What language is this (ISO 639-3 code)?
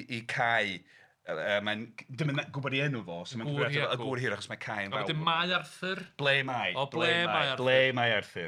cym